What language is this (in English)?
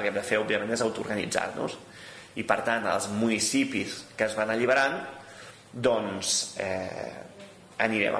Catalan